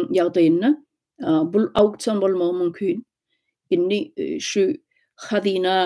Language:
Turkmen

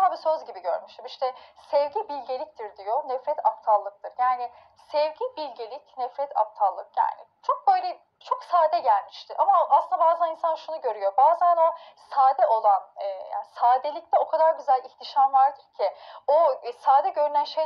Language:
Turkish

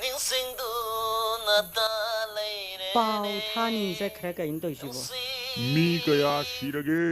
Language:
Manipuri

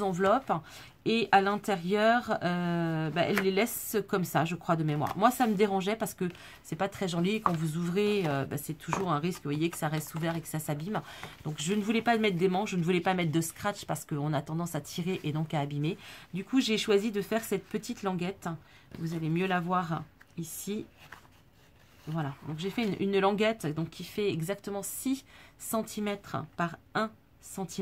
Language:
French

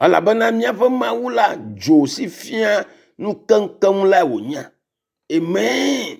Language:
Ewe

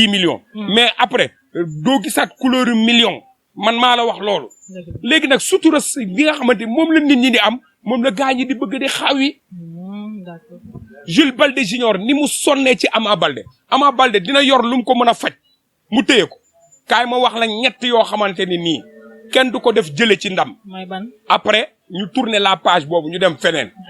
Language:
Wolof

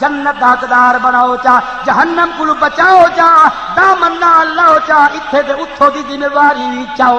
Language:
Saraiki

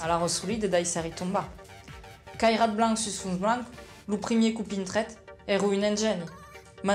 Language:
Occitan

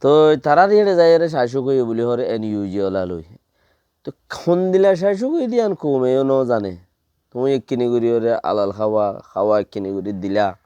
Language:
Rohingya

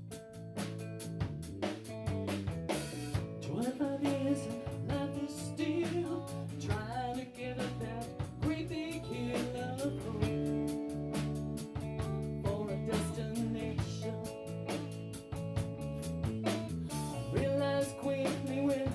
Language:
English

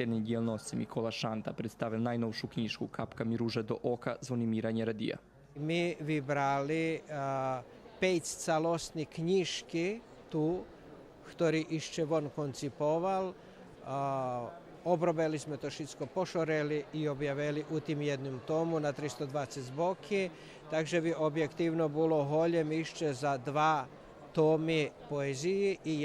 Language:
Rusyn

